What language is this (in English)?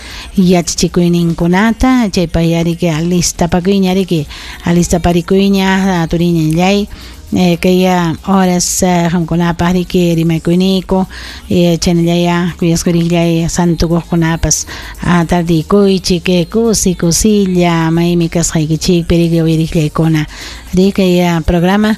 Ayacucho Quechua